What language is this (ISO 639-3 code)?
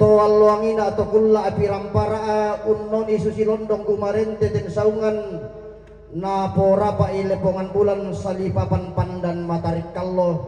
sda